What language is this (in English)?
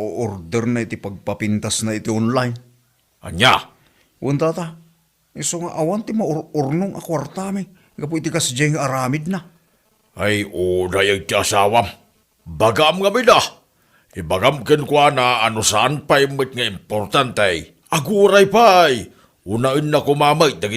Iloko